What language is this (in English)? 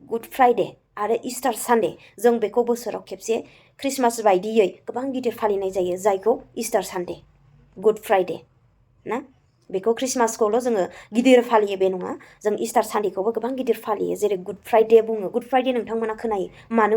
Bodo